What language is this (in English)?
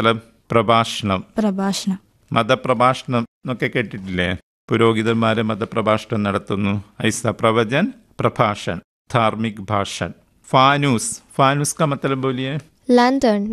Malayalam